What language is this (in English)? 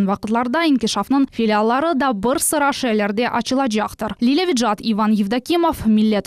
Crimean Tatar